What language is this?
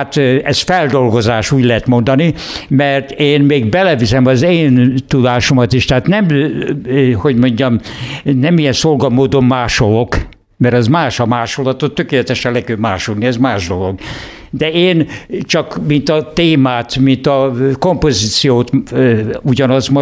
Hungarian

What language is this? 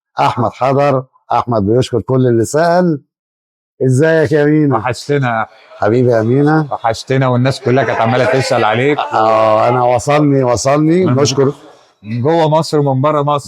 Egyptian Arabic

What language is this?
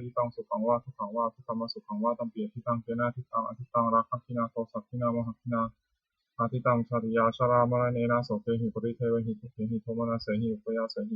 Pali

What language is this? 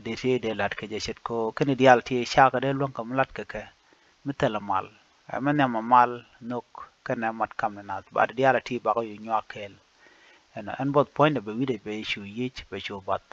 Nuer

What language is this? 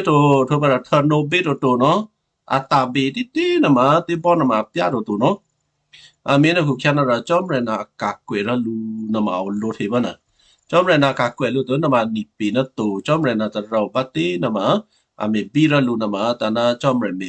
Western Kayah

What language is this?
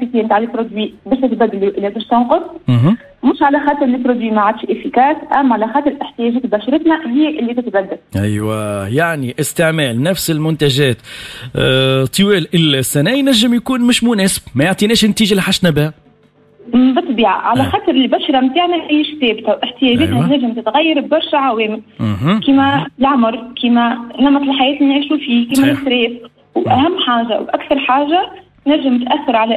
Tunisian Arabic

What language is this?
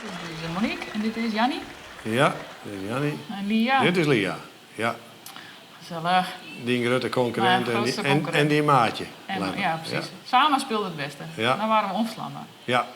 Western Frisian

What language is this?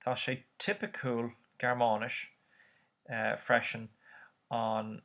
Irish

